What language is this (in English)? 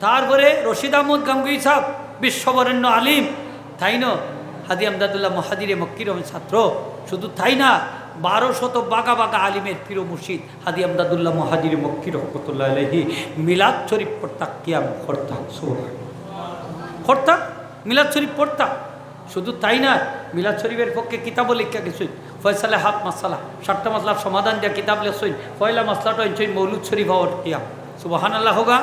Sylheti